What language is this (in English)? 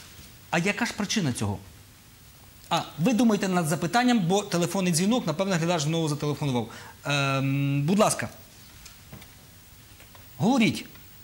Ukrainian